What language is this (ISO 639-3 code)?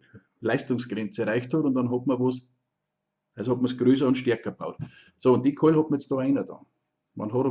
bar